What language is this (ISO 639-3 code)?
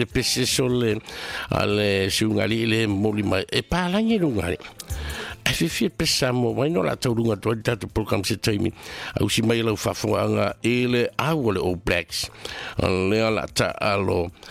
smo